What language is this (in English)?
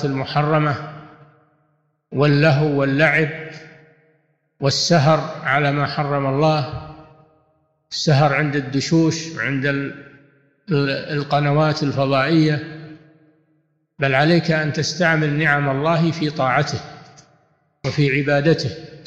Arabic